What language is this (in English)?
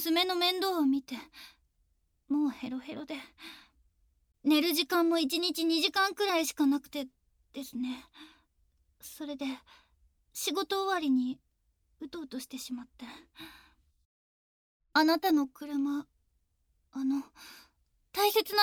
Japanese